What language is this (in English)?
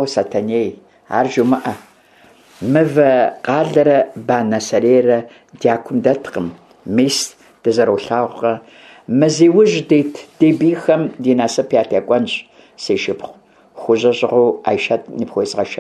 Kabardian